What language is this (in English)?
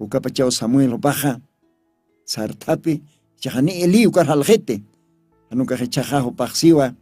Aymara